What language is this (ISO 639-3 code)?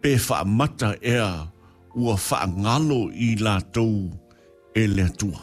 smo